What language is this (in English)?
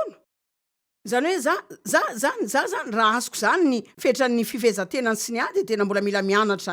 Malagasy